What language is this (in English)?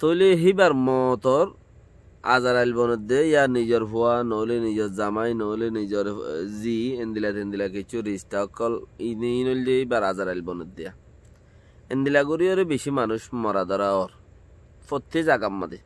Rohingya